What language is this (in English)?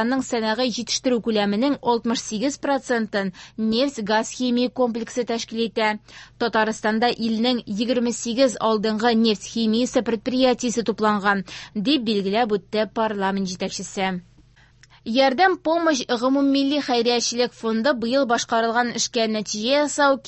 Tatar